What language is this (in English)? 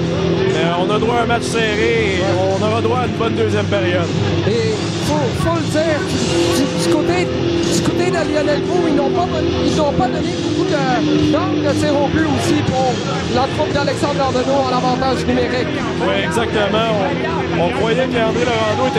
French